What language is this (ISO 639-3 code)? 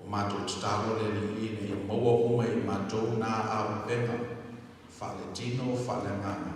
smo